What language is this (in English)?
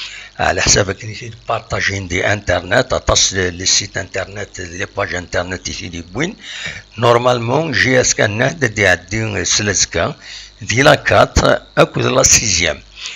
Kabyle